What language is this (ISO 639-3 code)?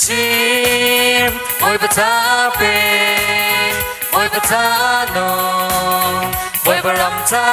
cnh